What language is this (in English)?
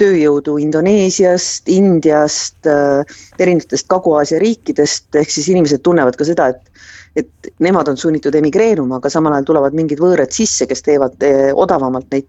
Estonian